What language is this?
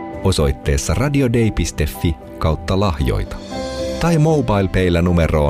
Finnish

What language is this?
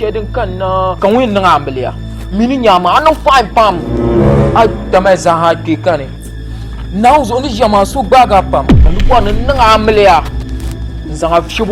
Dagbani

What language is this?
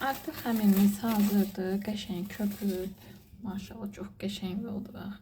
Azerbaijani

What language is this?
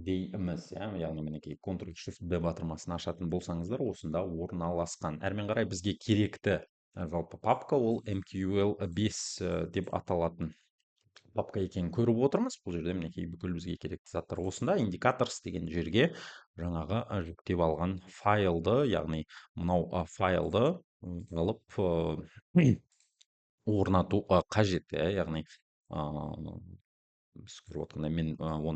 Kazakh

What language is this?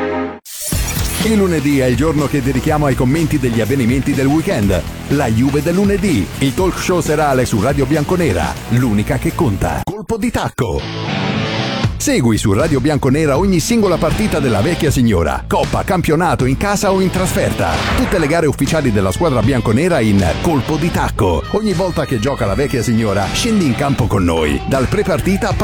Italian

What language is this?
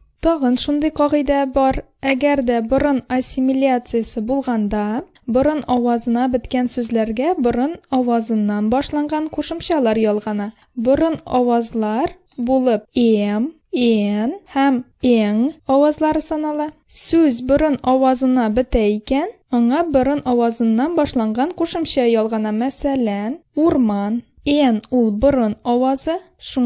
Tatar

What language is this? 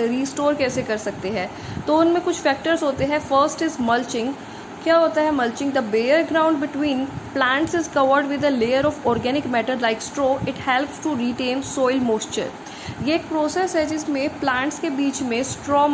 Hindi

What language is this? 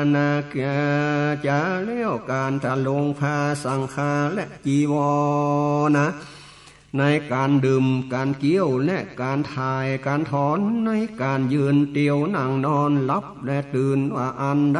Northern Thai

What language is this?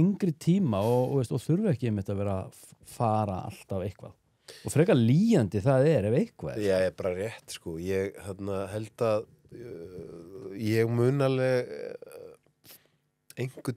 Icelandic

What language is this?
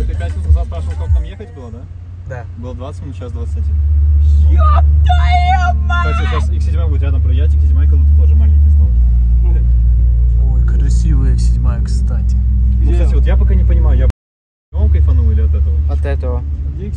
Russian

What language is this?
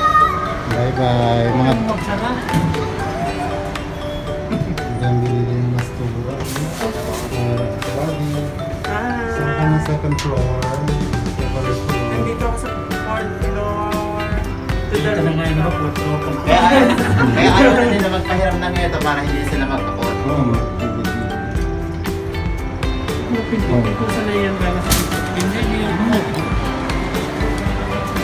Filipino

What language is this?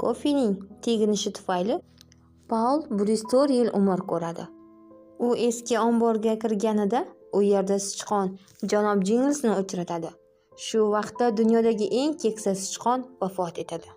Uzbek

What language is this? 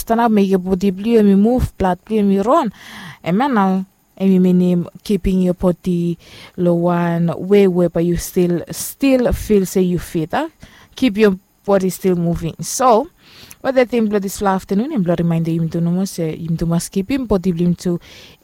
Bislama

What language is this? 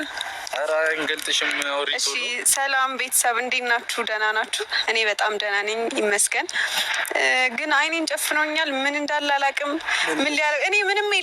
Amharic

